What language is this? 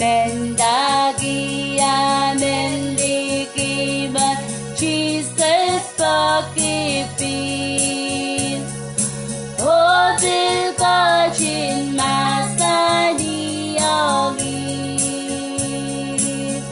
Pohnpeian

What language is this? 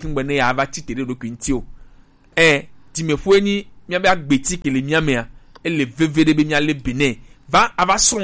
Gen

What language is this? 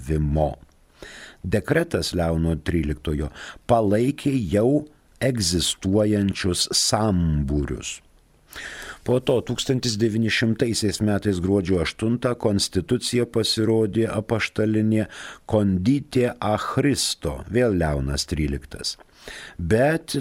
Lithuanian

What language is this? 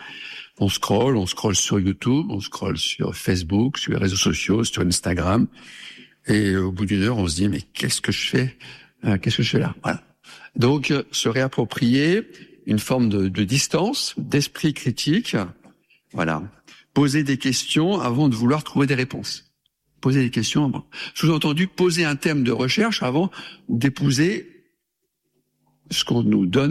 French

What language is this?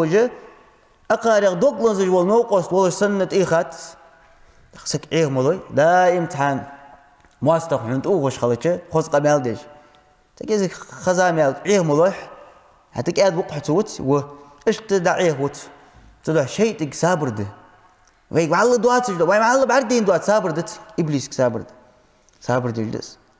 Ingush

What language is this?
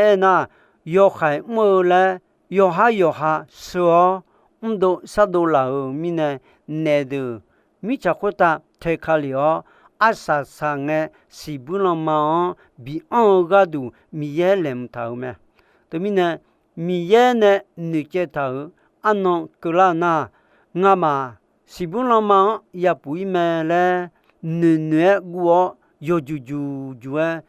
Akha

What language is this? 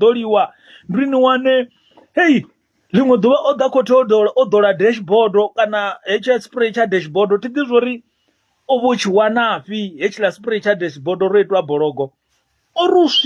Venda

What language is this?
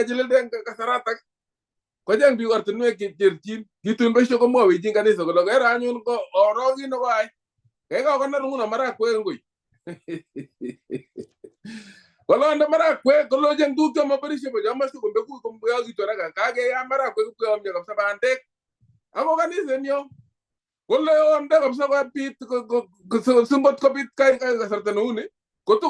Kalenjin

